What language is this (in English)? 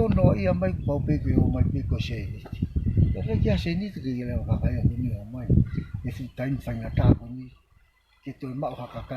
Tongan